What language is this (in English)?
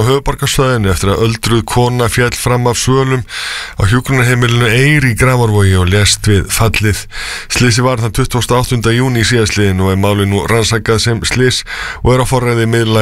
Icelandic